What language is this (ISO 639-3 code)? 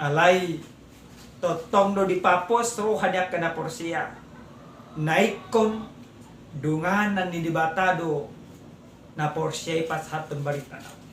bbc